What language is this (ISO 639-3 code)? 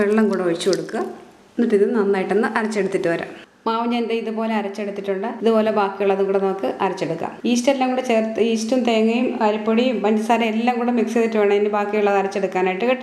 mal